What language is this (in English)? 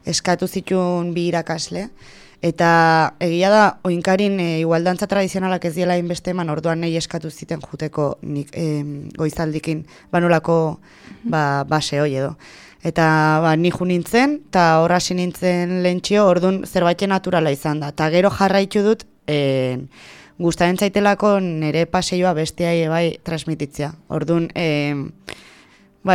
Basque